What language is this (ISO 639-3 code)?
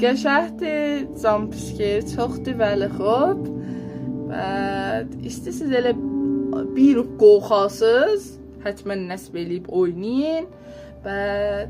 azb